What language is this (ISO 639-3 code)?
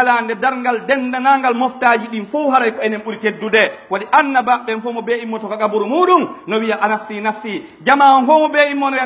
fuf